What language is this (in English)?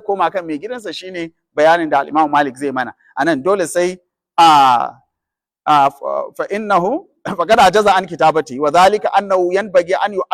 Hausa